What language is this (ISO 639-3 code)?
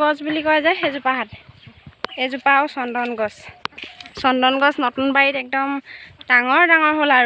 asm